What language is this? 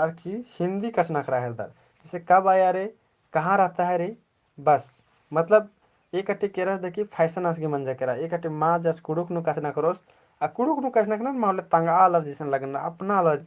Kurukh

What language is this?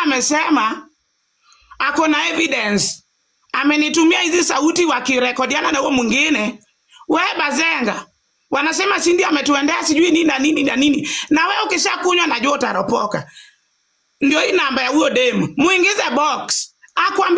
Swahili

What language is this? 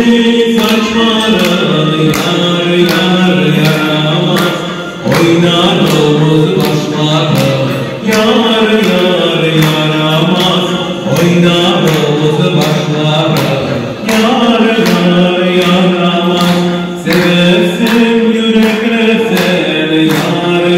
Crimean Tatar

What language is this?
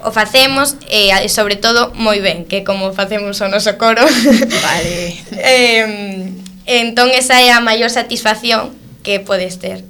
Galician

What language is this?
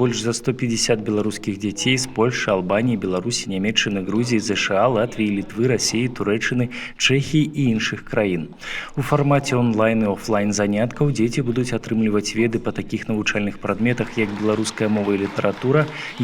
Belarusian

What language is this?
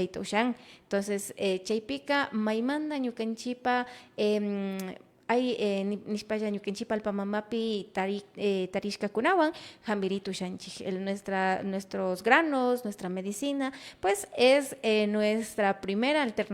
Imbabura Highland Quichua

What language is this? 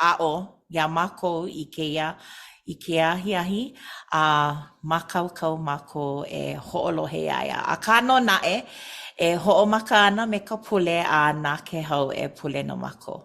Hawaiian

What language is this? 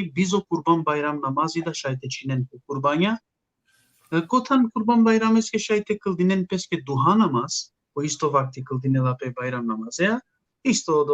Balkan Romani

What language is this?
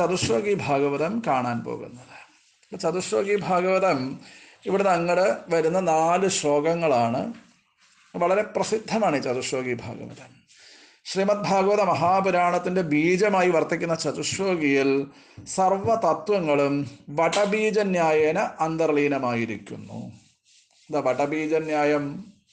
Malayalam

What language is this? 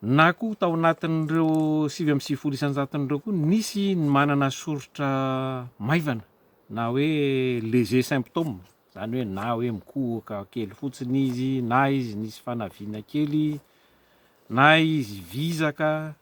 Malagasy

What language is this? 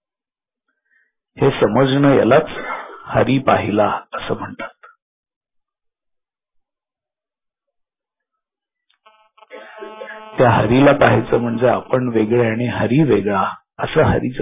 Marathi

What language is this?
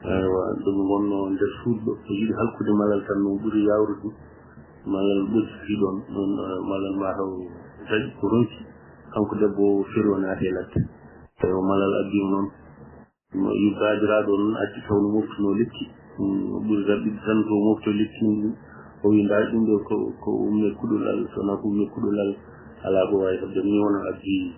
Fula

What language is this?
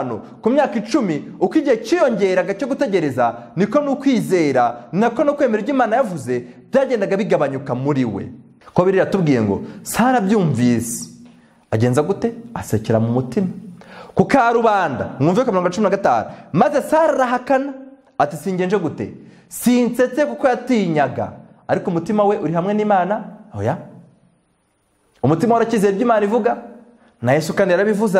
Kinyarwanda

